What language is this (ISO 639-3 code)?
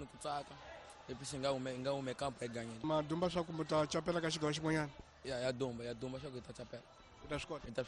tso